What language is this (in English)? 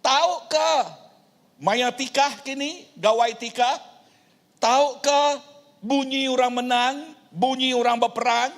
Iban